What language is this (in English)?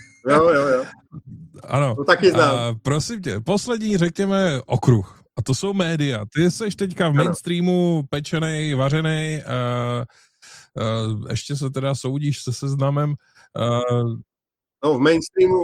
Czech